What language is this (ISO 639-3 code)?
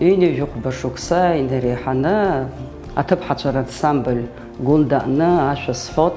abk